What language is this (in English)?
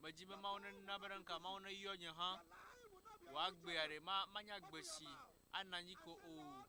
Ewe